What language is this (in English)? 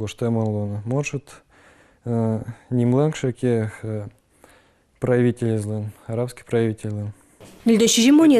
Udmurt